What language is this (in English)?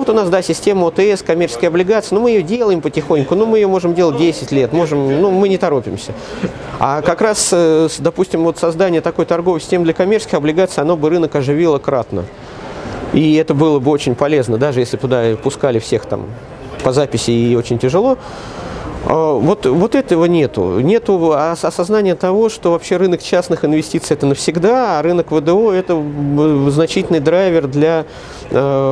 Russian